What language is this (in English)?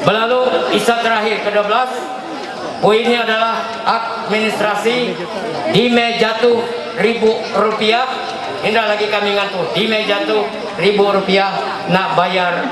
Ma'anyan